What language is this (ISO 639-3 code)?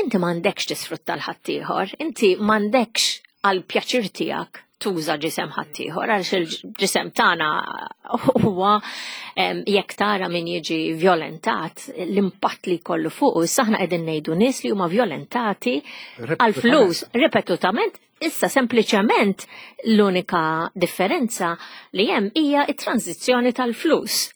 mlt